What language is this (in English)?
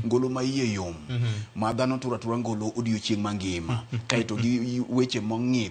Luo (Kenya and Tanzania)